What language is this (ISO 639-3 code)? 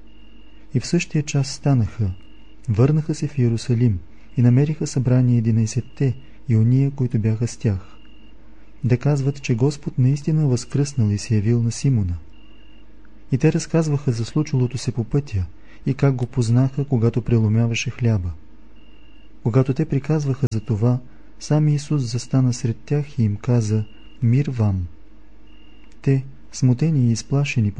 bul